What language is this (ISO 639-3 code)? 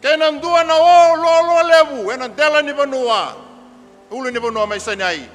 fij